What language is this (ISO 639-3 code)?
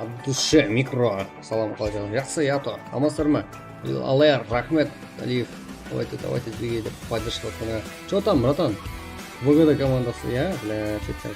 kaa